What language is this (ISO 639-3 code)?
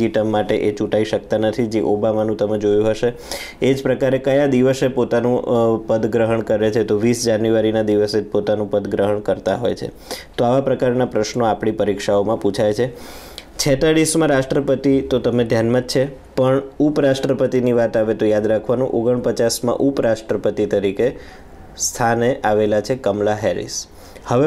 guj